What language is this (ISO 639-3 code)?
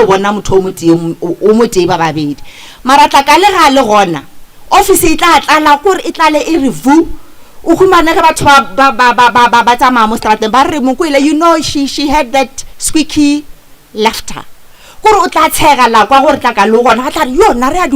nso